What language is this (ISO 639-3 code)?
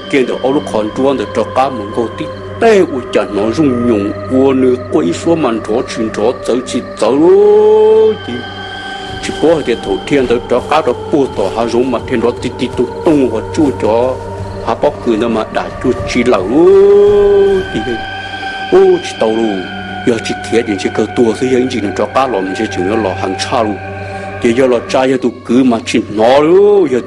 hmn